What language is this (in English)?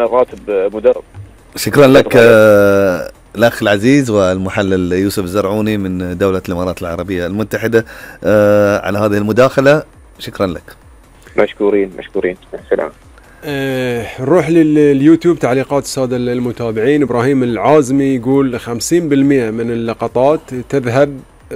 Gulf Arabic